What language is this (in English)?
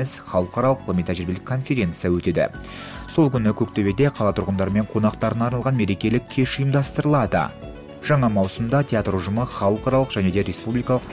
Kazakh